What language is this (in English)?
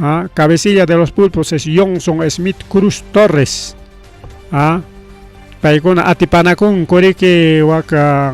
Ayacucho Quechua